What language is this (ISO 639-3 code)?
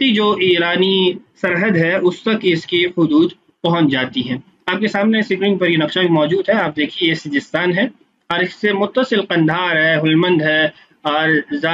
urd